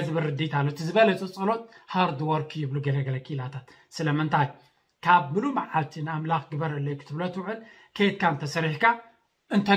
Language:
Tigrinya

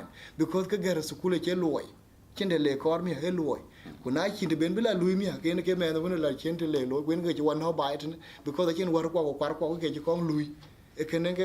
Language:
Dinka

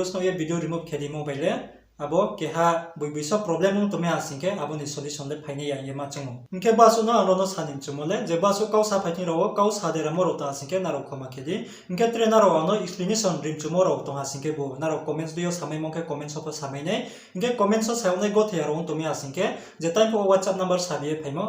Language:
Riang (India)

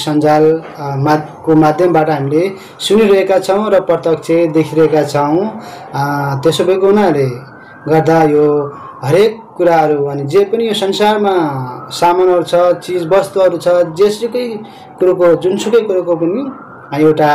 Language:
Nepali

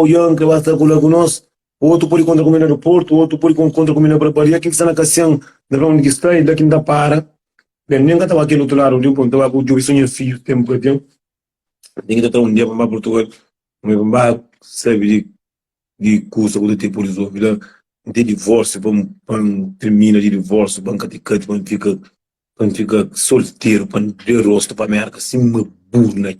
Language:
Kabuverdianu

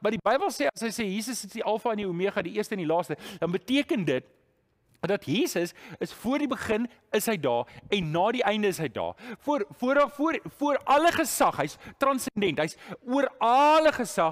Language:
Afrikaans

